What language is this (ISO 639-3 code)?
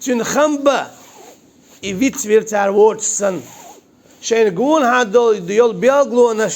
che